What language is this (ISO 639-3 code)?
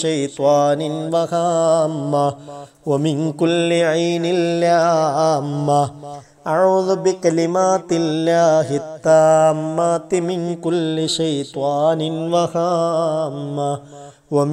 mal